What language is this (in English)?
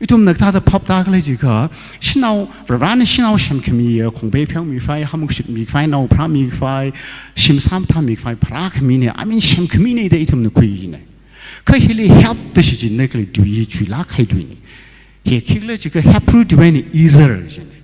Tangkhul Naga (India)